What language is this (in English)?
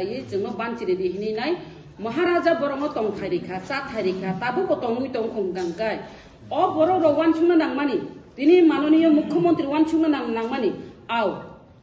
Kok Borok